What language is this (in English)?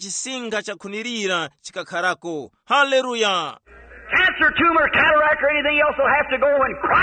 Tumbuka